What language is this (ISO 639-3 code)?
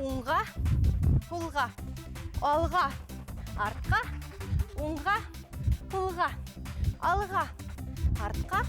bak